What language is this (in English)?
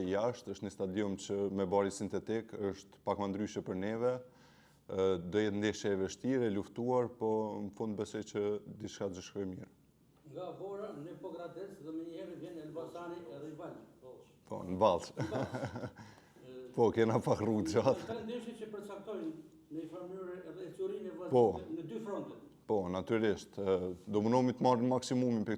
Albanian